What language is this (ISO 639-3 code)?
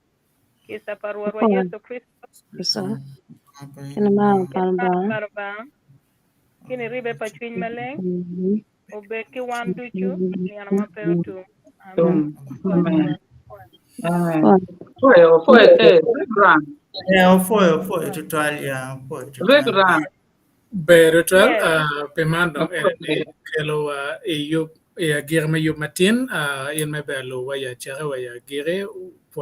ach